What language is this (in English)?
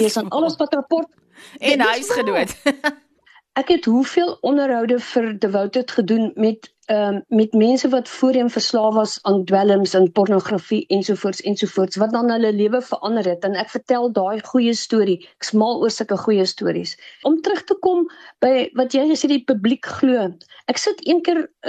Afrikaans